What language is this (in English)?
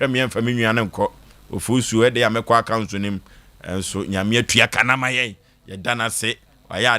Akan